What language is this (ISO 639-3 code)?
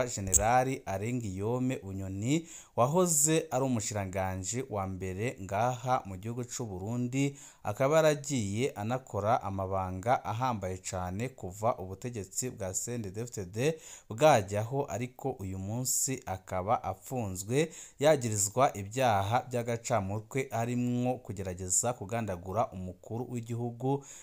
run